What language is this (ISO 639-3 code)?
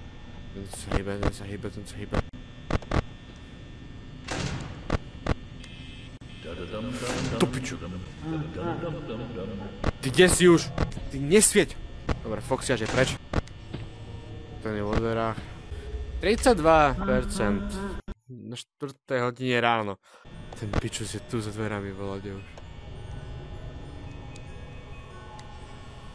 slk